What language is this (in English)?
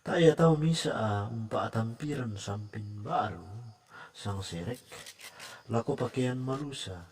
Toraja-Sa'dan